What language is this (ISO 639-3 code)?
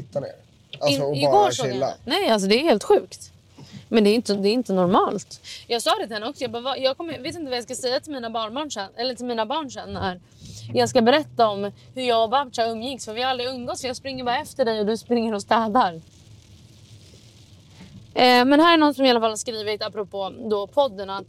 swe